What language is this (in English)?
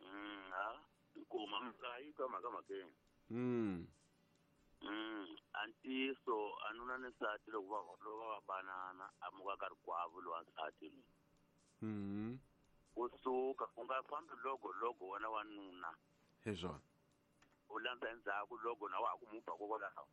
Tsonga